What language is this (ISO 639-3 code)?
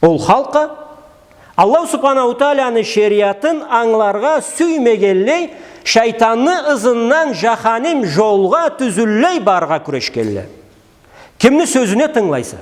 krc